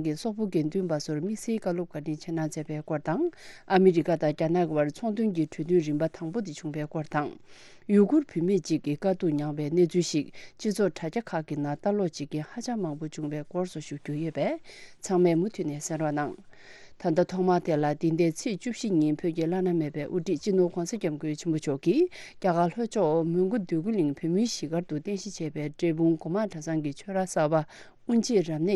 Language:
Tibetan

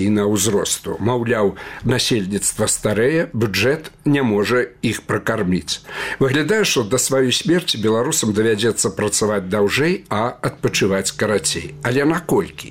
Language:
Belarusian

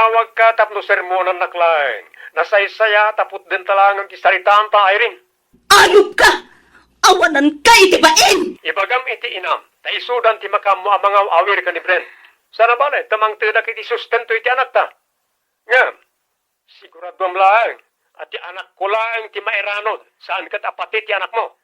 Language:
Iloko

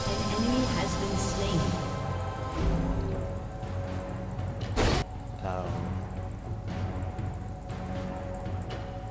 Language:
Dutch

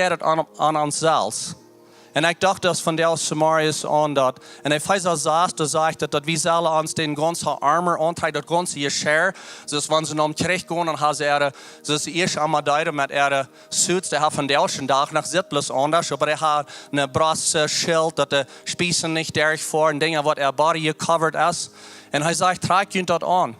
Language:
Plautdietsch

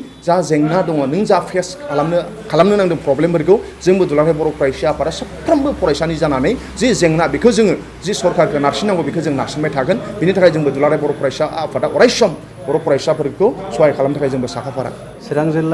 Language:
Bodo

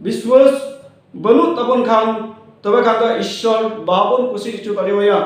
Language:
Santali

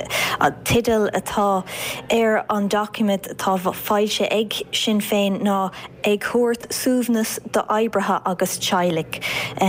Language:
Irish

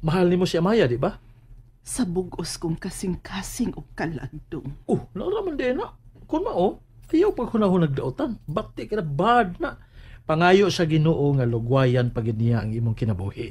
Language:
Cebuano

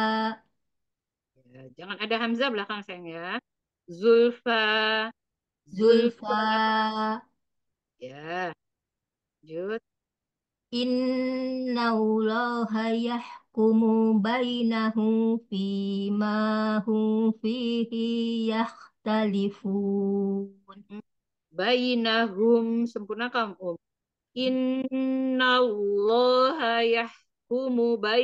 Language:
Indonesian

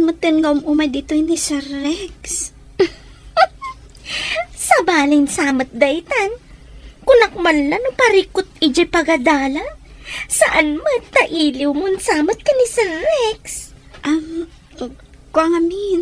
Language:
Iloko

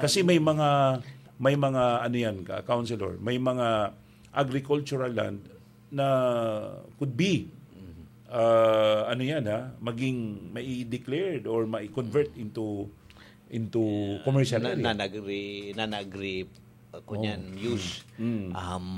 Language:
Bikol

